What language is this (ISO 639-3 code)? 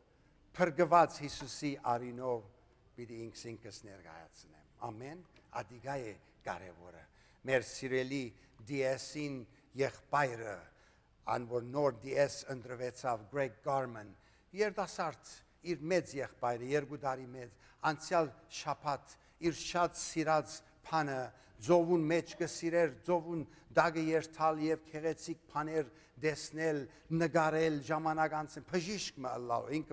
hyw